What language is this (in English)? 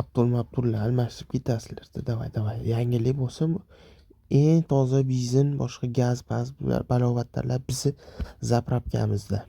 Uzbek